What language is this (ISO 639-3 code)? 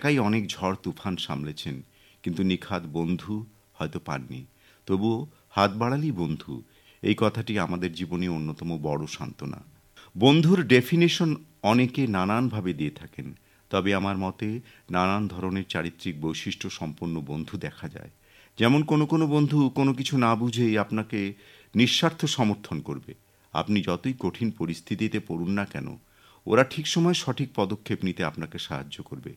ben